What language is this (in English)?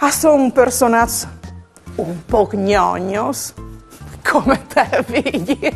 Friulian